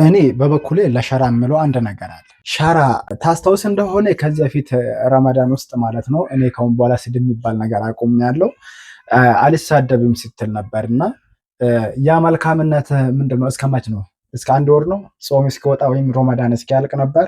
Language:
Amharic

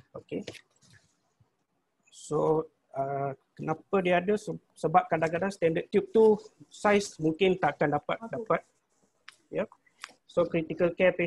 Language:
Malay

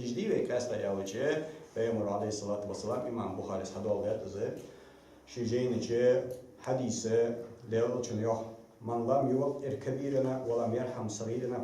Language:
Ingush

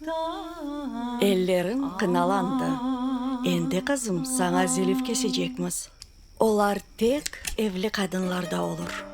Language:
Crimean Tatar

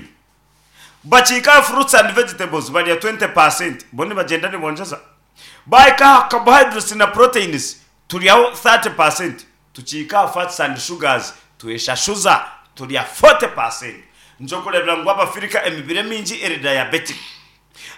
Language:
Nyankole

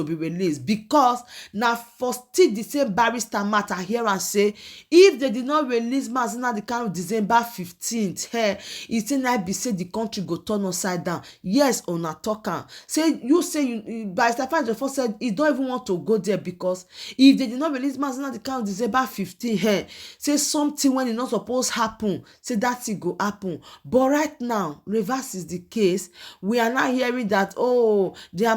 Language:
Nigerian Pidgin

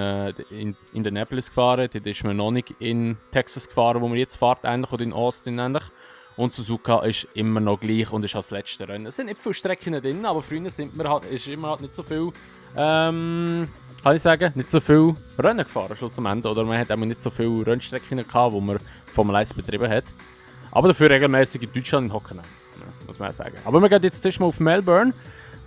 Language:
Swiss German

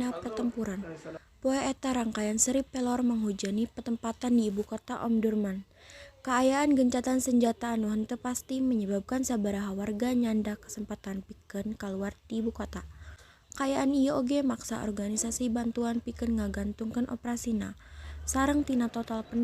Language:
Sundanese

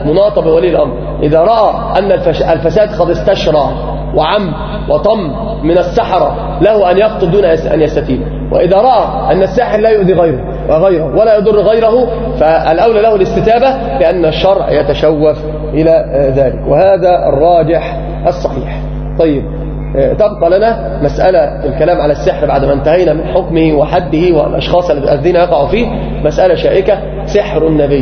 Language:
Arabic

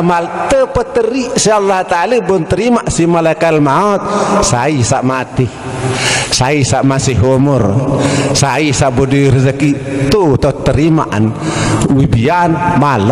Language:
Sasak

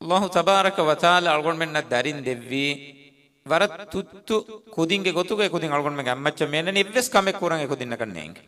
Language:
Divehi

